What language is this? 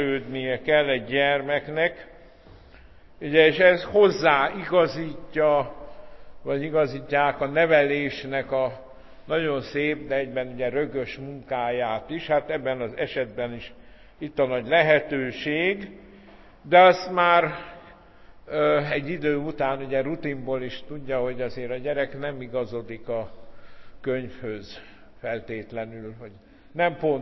Hungarian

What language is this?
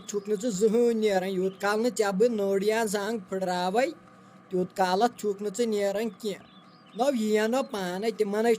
Kashmiri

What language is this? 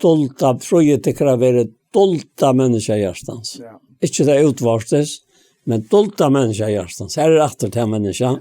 Faroese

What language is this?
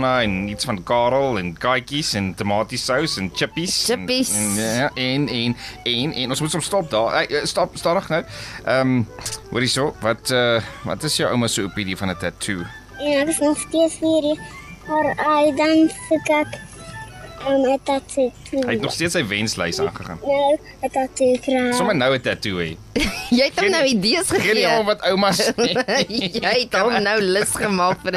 Afrikaans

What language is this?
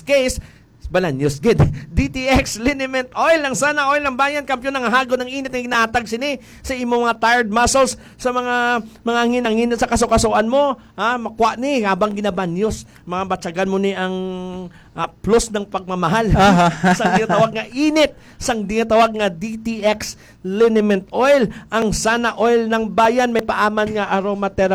Hiligaynon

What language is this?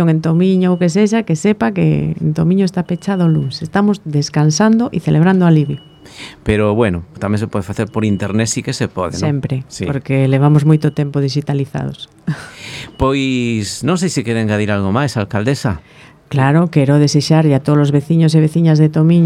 Galician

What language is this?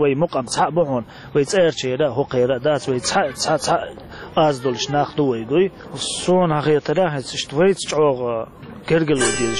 Chechen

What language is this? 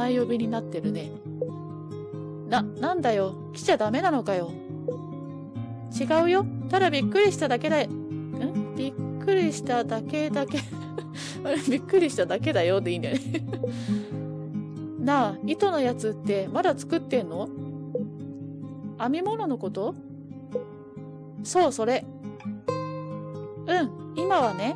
Japanese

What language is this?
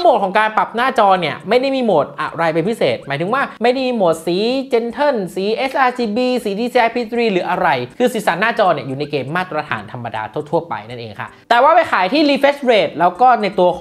Thai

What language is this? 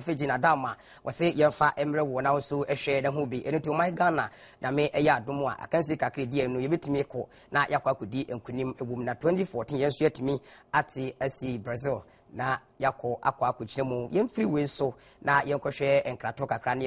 Akan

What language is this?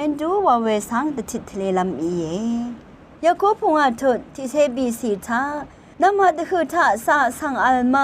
Rawang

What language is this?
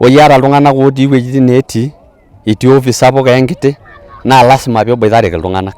Masai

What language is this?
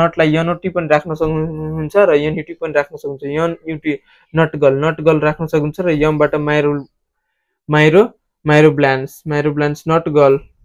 Nepali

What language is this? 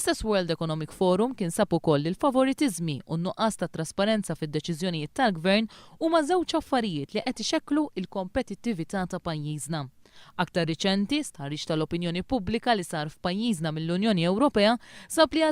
Maltese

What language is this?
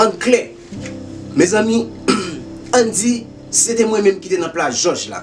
Haitian Creole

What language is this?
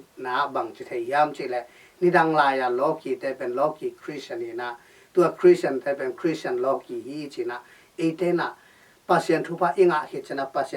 Tedim Chin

